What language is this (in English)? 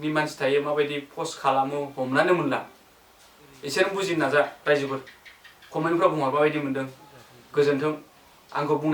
Bodo